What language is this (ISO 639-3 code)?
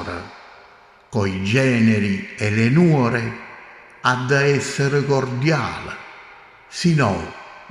nap